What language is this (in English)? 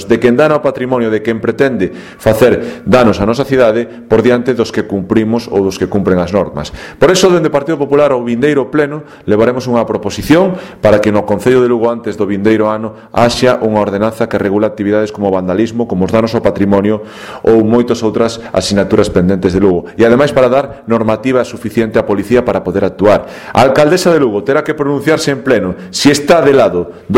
Galician